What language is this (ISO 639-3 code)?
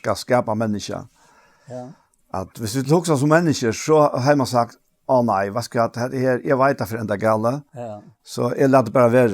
fao